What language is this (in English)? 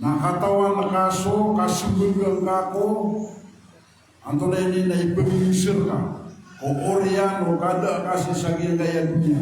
Maranao